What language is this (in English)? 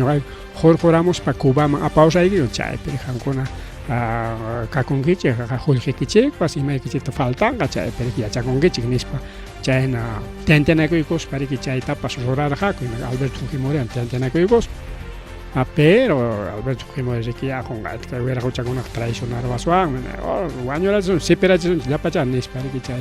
Ayacucho Quechua